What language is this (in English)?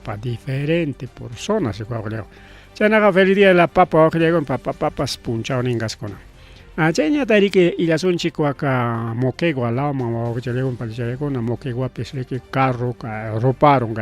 Ayacucho Quechua